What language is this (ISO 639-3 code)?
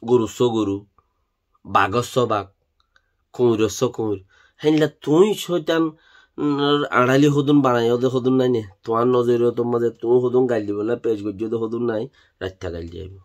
rhg